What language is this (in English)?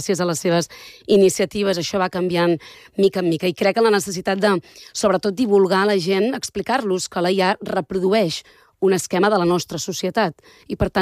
Catalan